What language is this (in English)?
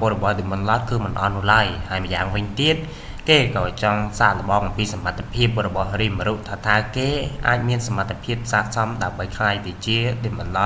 Khmer